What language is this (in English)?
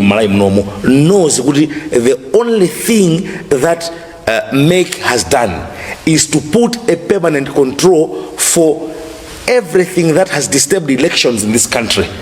Nyanja